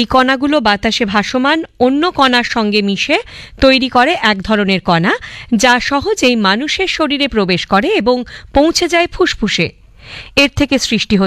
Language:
Bangla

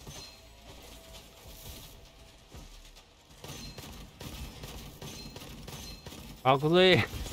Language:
Chinese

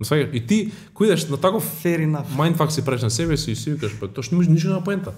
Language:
Macedonian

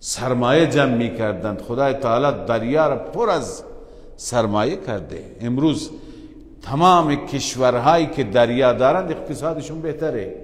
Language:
Persian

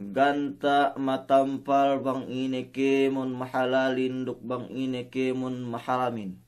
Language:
Yakan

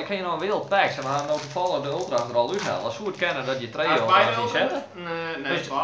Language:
Western Frisian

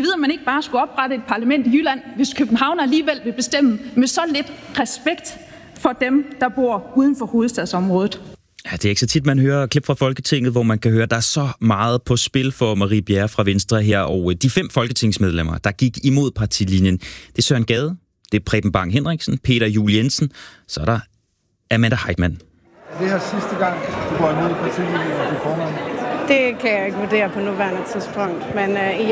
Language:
Danish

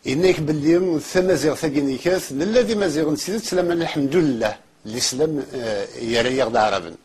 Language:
Kabyle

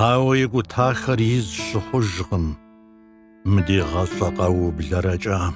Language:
Kabardian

